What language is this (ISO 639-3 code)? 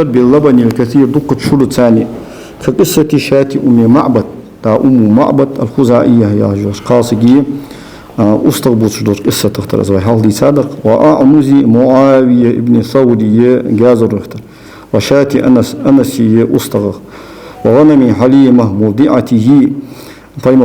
inh